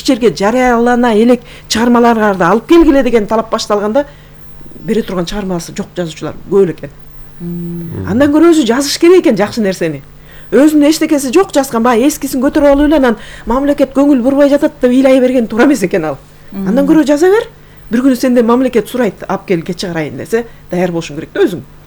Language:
Kyrgyz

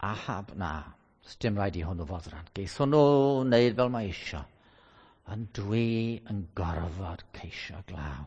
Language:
Welsh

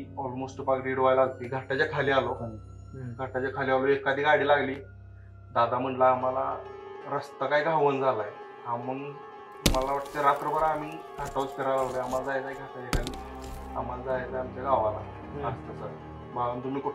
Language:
Marathi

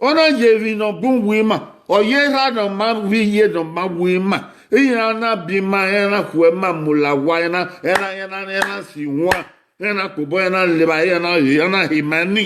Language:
Bini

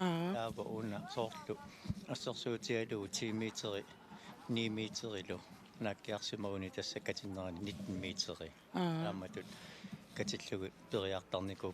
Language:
Kalaallisut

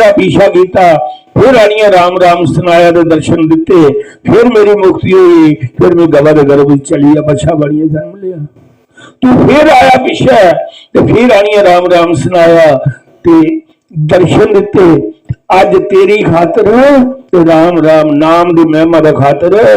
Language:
Dogri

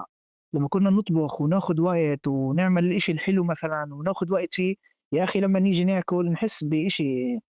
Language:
North Levantine Arabic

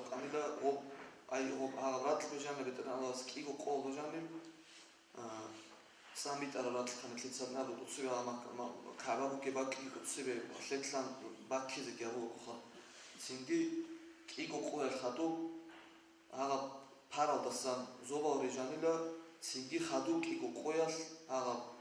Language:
Avaric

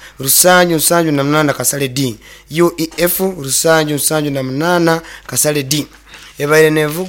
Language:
Nyankole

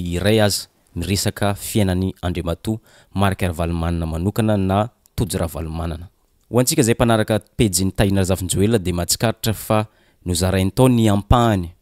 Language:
Malagasy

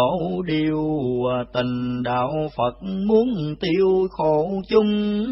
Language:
Vietnamese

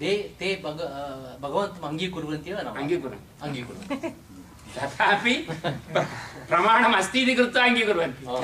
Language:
Sanskrit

